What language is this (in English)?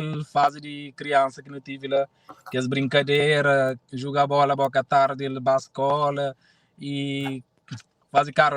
Kabuverdianu